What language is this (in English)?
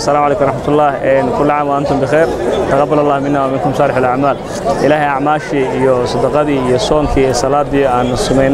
Somali